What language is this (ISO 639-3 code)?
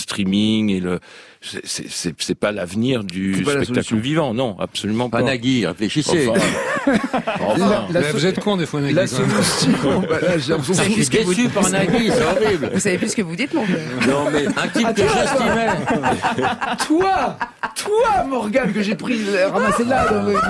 fra